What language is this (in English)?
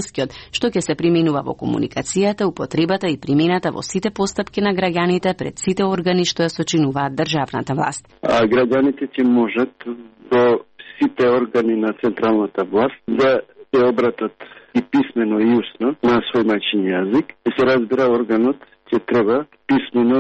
Macedonian